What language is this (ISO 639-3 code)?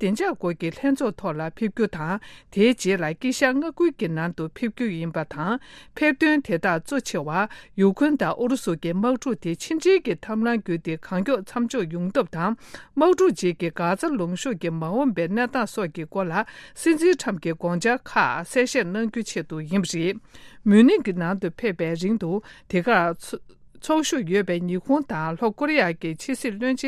bod